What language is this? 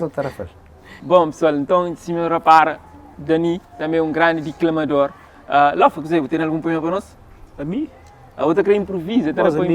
Kabuverdianu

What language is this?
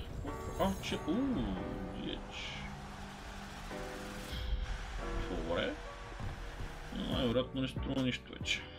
Bulgarian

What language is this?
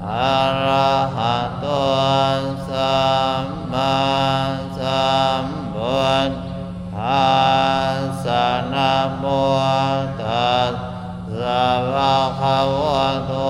Pali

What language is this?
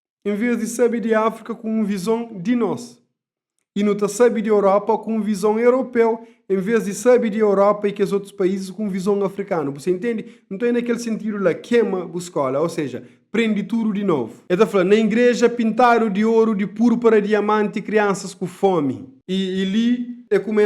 Kabuverdianu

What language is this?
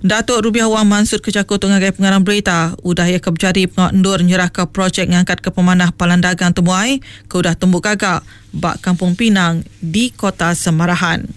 Iban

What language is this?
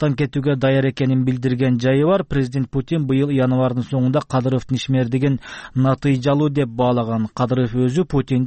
Kyrgyz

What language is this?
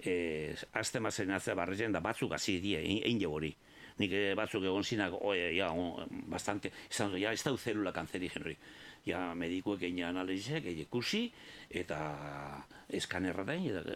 Basque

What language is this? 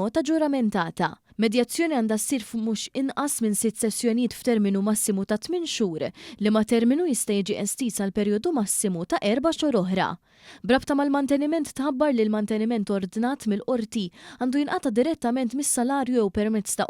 Maltese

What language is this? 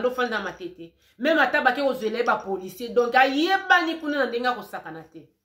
Lingala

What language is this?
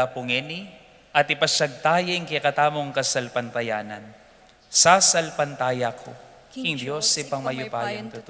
Pampanga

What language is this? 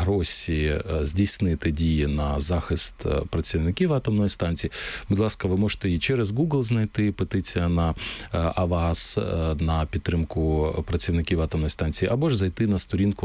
Ukrainian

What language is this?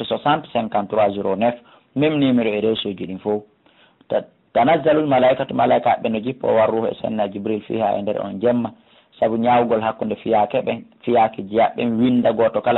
Fula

